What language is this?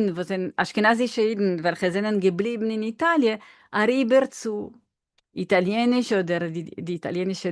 Yiddish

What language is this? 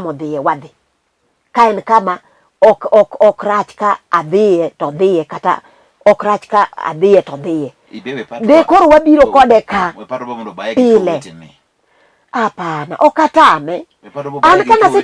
Luo (Kenya and Tanzania)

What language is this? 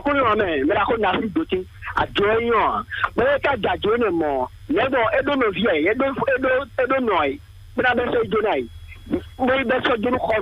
Fon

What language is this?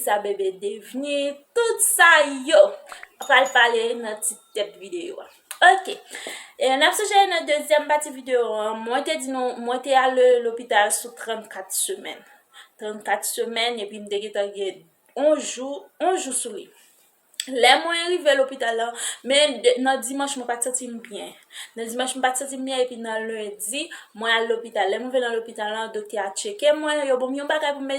Haitian Creole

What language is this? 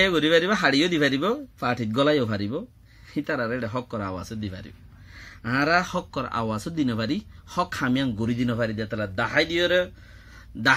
Rohingya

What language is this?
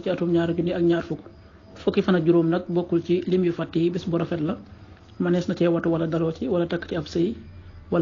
Wolof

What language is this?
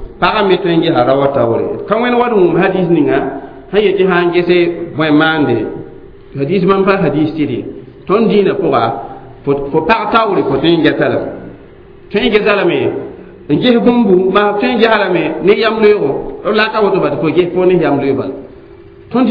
Mossi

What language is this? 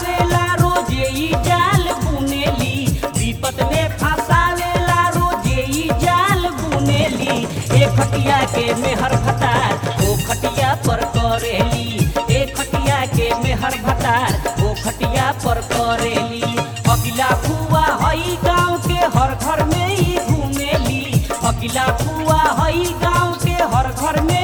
Bhojpuri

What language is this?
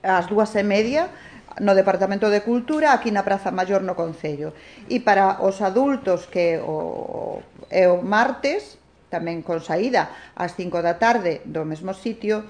Galician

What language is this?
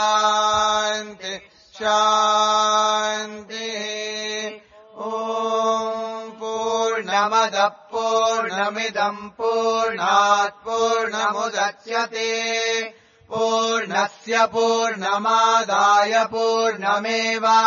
Sanskrit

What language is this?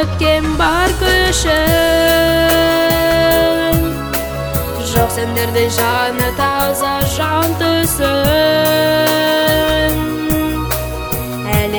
Kazakh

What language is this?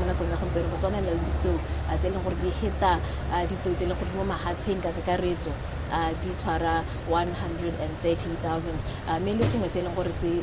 Tswana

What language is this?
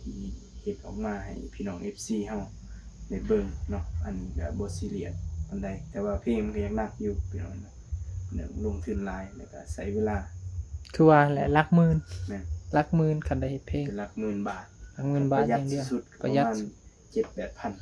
Northeastern Thai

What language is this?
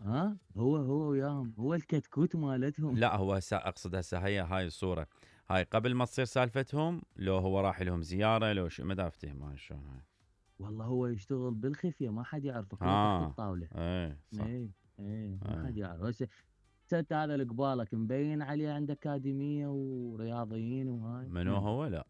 Mesopotamian Arabic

